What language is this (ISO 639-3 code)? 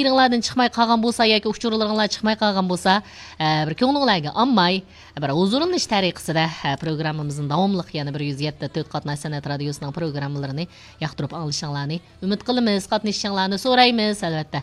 uig